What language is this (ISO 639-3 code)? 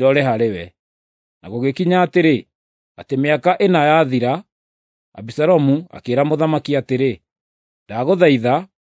kik